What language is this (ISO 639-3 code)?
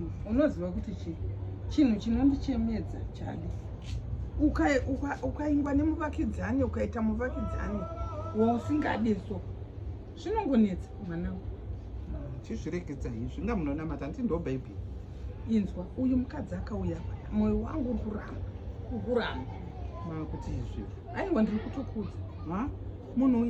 sna